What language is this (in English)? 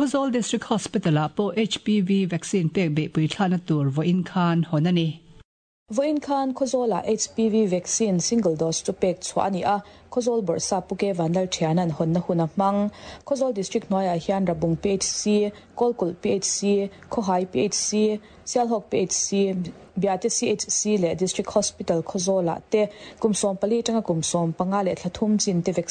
Mizo